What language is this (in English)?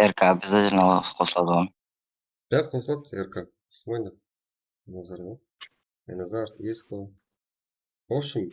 Kara-Kalpak